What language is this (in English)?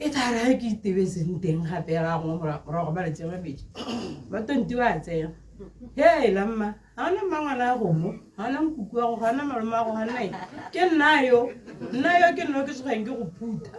Tswana